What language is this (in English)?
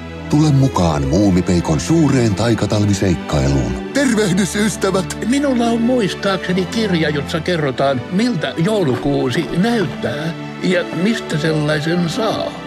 Finnish